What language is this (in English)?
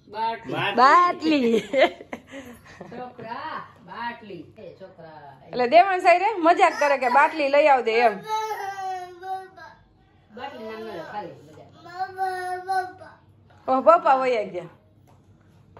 Gujarati